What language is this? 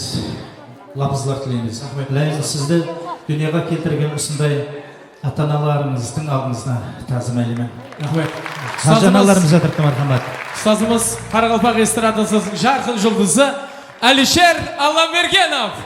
Kara-Kalpak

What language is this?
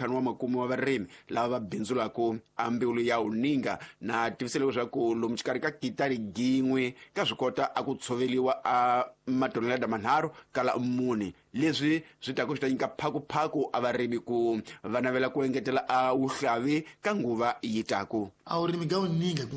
Tsonga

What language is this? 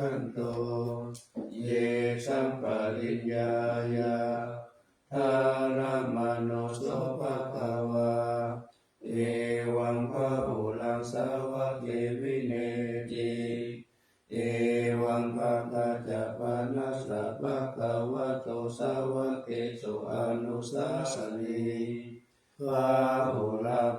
Pali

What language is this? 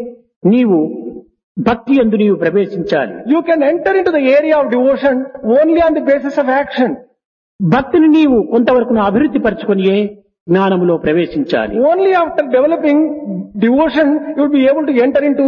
Telugu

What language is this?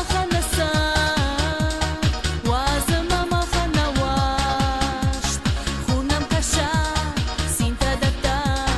Ossetic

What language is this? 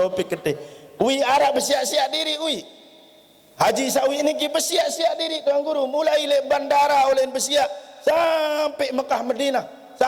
Sasak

